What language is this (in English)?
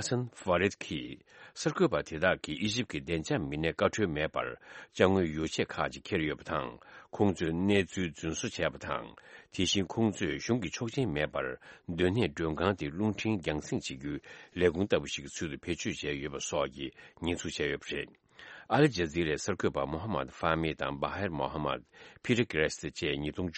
Tibetan